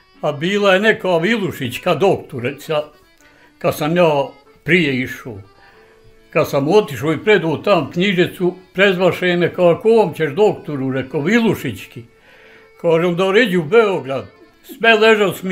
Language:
Bosnian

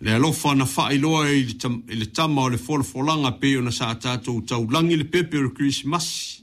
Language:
Samoan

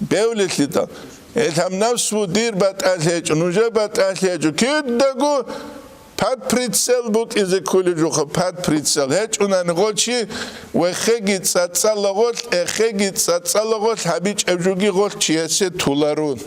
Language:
Avaric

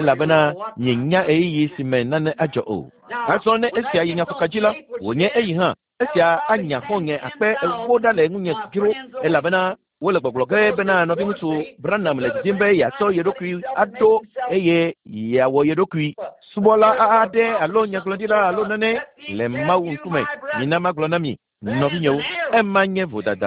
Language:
Ewe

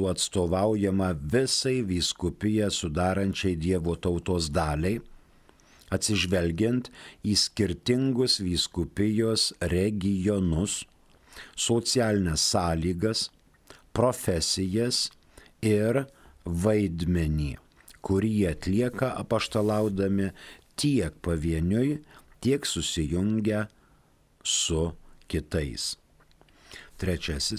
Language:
Lithuanian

